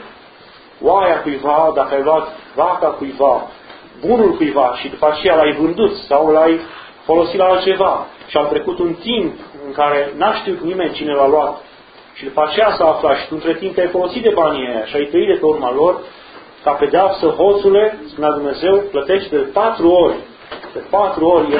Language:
Romanian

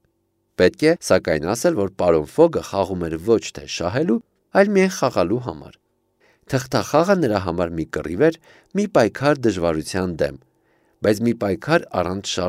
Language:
Armenian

